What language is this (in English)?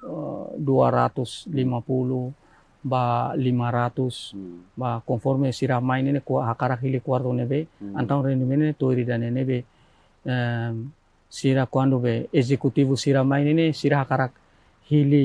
Tetum